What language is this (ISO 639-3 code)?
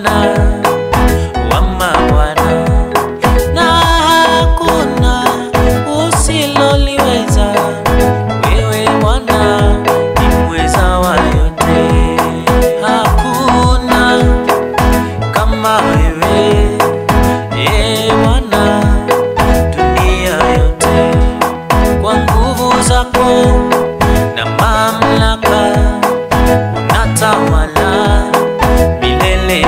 swa